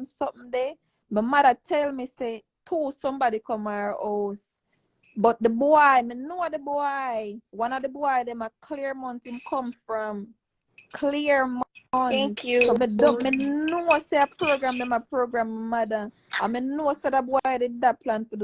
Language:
Jamaican Creole English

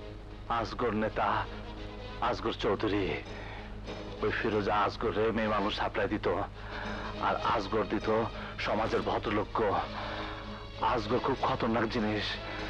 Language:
Bangla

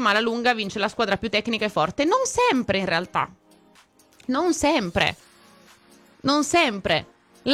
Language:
Italian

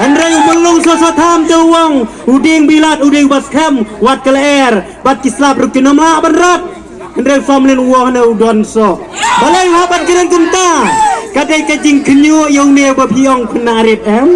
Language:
Khasi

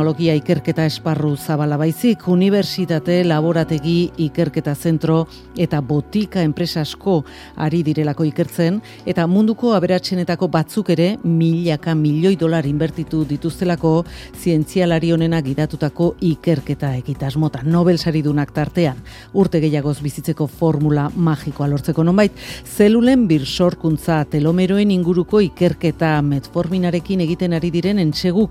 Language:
Basque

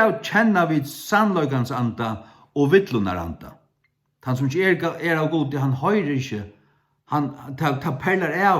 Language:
Faroese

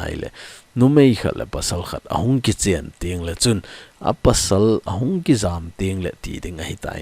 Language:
Thado Chin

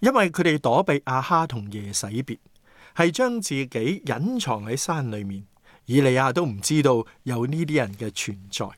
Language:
Cantonese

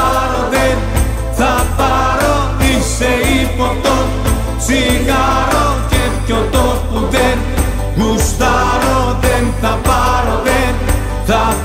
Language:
Greek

